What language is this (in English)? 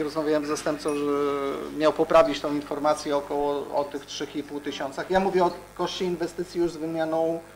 Polish